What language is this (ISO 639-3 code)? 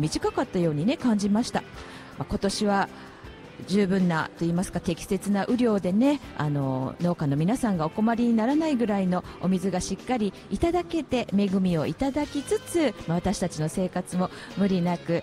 jpn